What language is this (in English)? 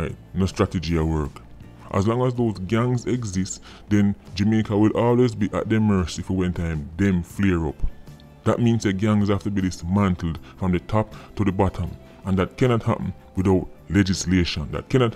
Jamaican Creole English